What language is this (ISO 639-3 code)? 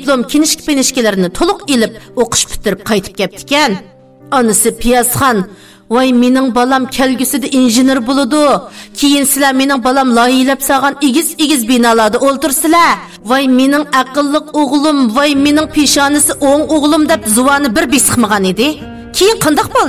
uig